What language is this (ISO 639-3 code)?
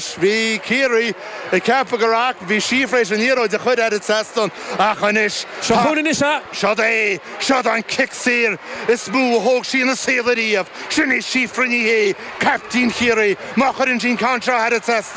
gle